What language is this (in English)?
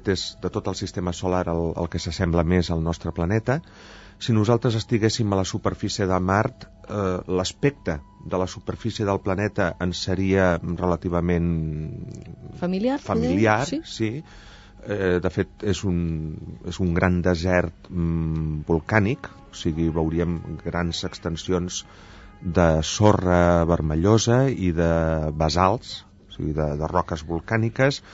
Catalan